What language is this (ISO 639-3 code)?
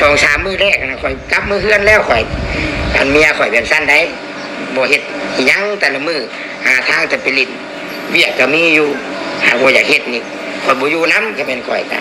tts